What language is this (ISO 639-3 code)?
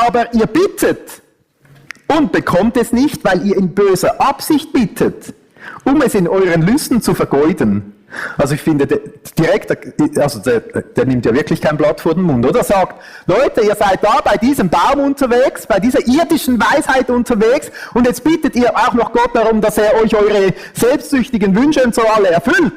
gsw